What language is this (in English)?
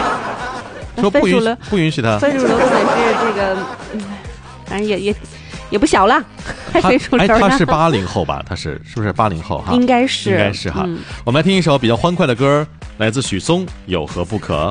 Chinese